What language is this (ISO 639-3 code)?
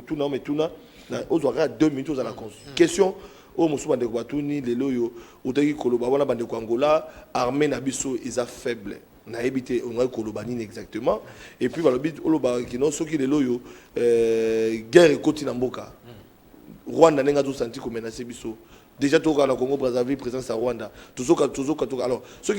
lin